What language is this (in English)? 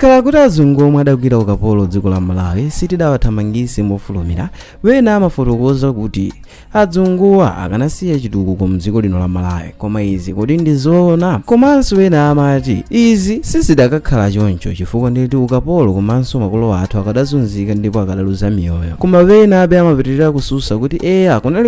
Nyanja